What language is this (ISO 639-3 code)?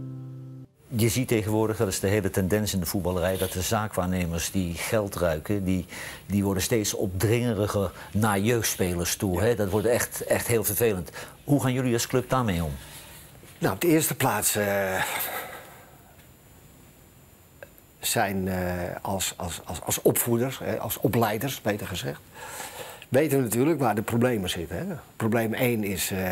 nld